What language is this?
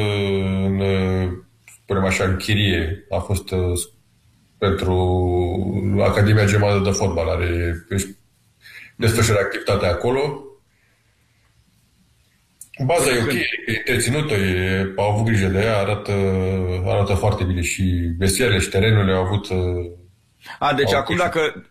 Romanian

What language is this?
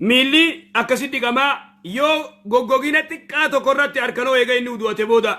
Oromo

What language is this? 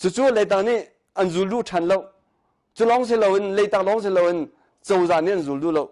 Hakha Chin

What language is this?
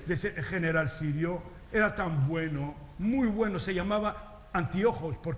Ladino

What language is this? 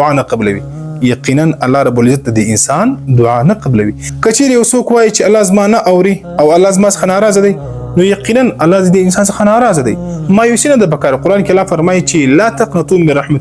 Pashto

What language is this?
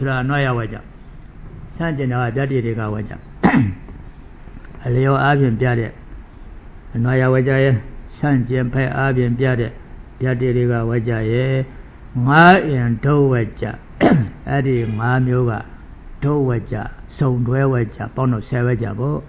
Burmese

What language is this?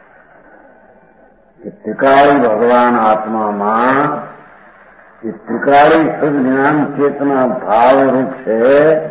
Gujarati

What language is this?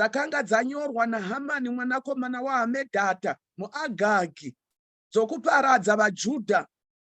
Shona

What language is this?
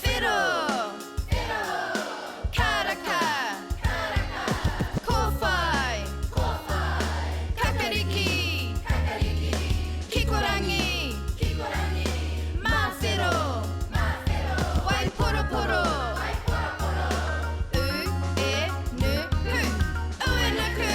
Māori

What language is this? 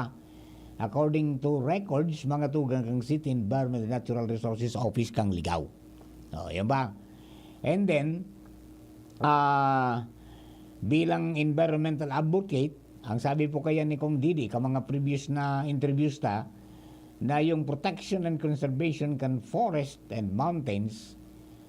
Bikol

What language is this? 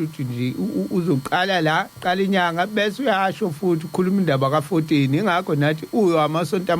Zulu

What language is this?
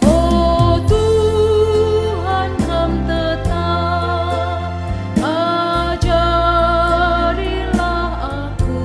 Batak Karo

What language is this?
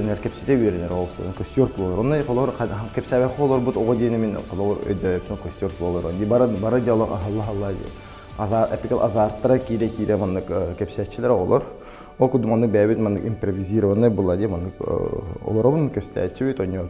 Yakut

